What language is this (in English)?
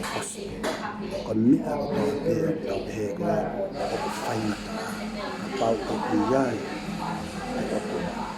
Tongan